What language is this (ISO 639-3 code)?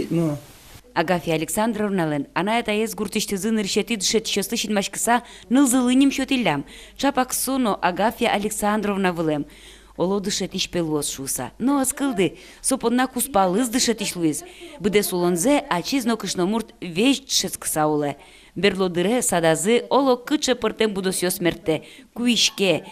udm